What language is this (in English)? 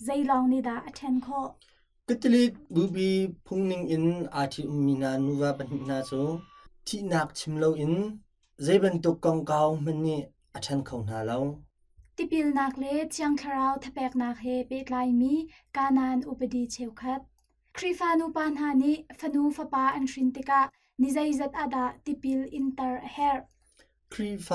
Hakha Chin